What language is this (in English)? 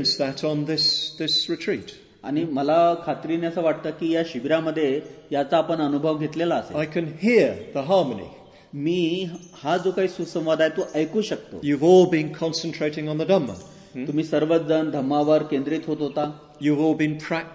Marathi